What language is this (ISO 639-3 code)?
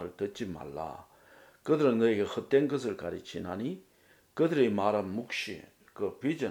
kor